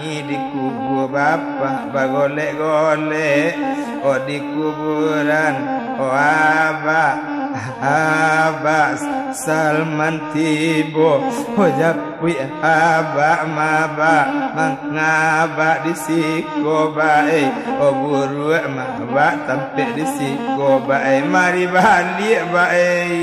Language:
Minangkabau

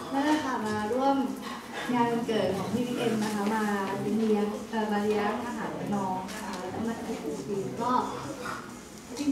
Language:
Thai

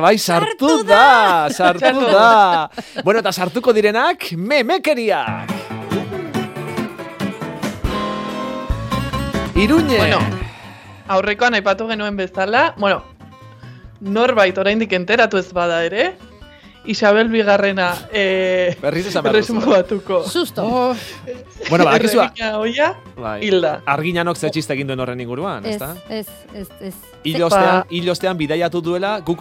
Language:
Basque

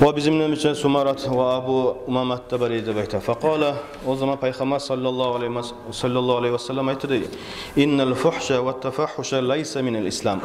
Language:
Kumyk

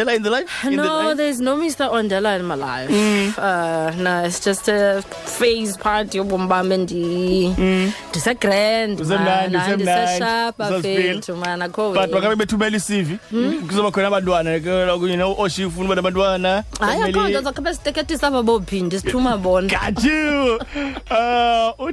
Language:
Xhosa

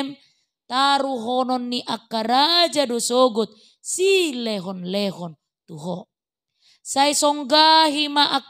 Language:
Batak Toba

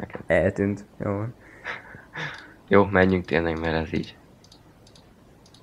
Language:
Hungarian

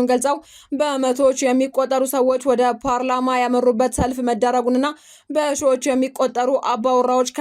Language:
Amharic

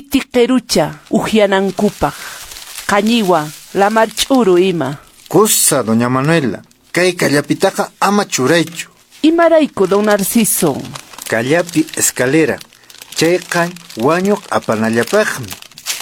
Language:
Quechua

